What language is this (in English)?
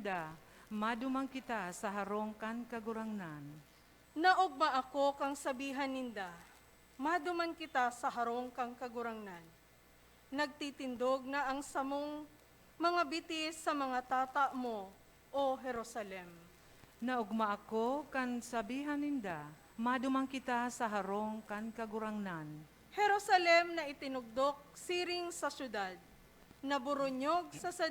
Bikol